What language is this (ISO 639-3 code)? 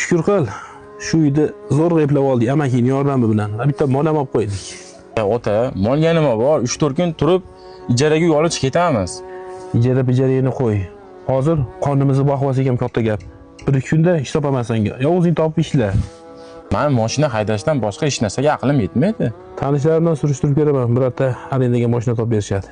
uzb